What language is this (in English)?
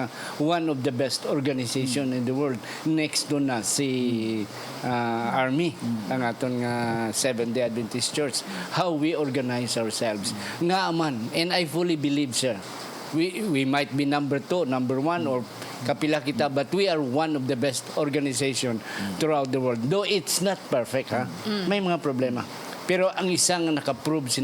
Hiligaynon